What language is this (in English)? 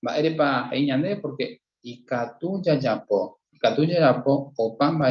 Guarani